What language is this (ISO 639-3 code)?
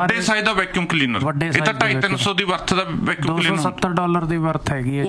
pan